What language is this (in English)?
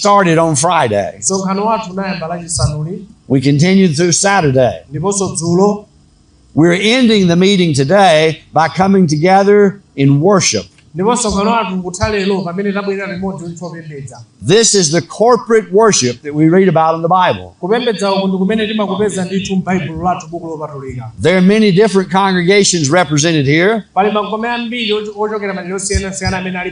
Nyanja